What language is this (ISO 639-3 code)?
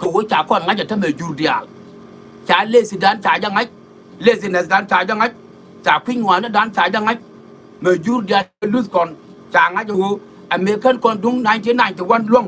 nus